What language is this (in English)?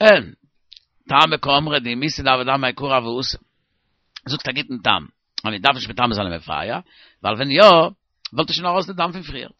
Yiddish